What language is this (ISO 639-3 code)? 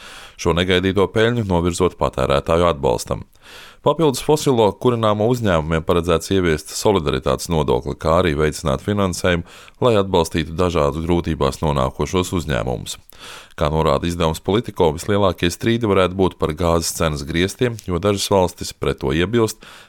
lav